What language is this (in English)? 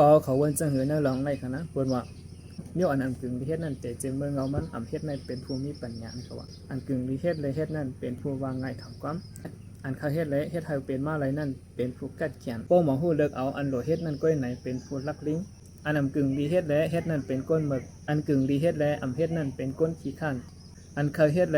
Shan